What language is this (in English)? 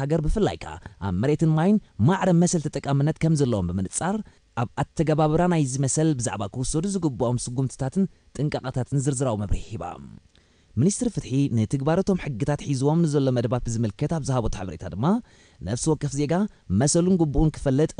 Tigrinya